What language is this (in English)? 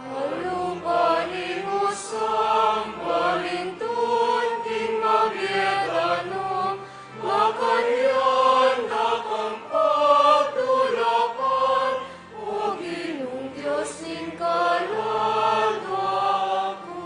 Pampanga